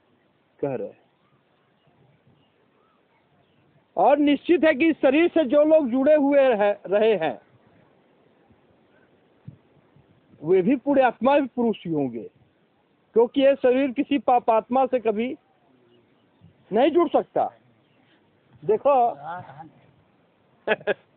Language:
Hindi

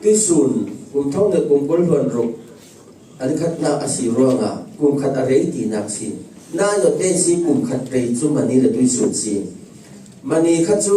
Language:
Falam Chin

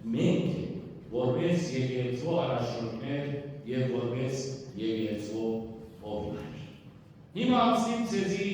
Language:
Western Armenian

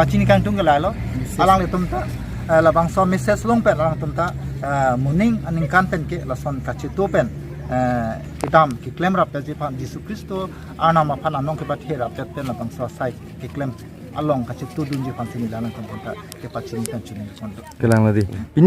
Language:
Karbi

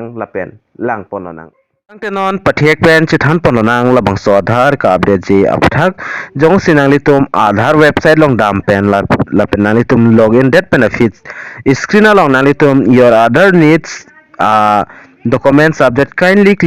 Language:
Karbi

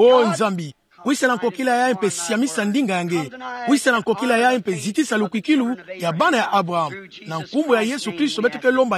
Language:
Kituba (Democratic Republic of Congo)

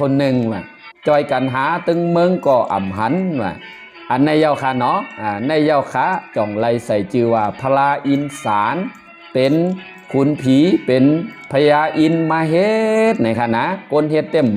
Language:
Shan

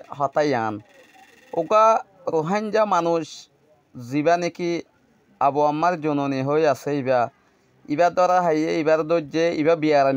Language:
Rohingya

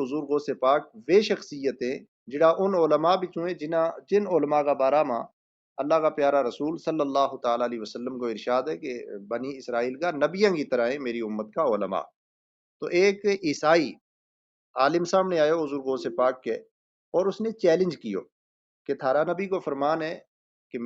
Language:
Gujari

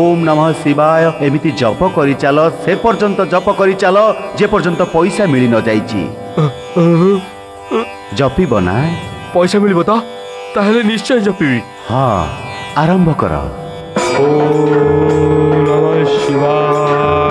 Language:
Odia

